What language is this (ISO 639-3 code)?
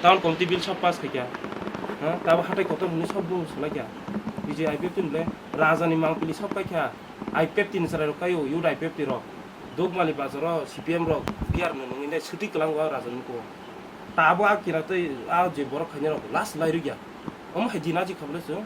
trp